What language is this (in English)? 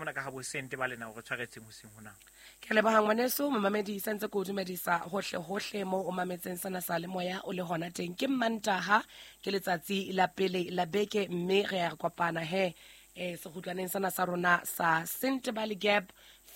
Southern Sotho